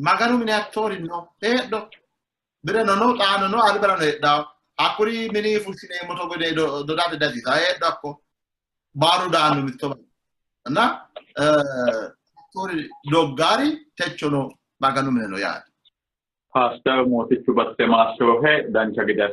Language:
Sidamo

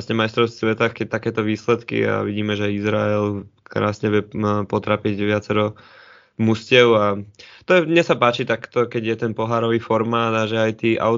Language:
Slovak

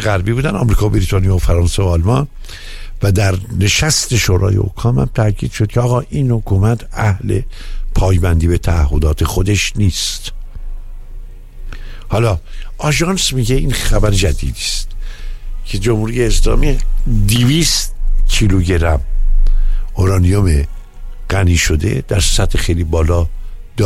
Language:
Persian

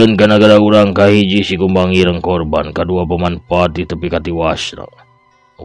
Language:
Sundanese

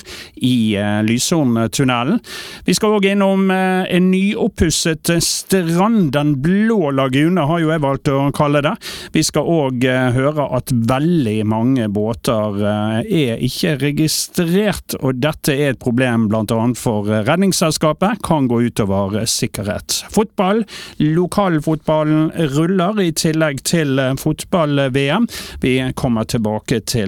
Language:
Norwegian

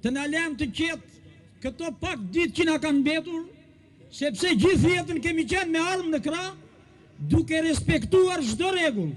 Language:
Albanian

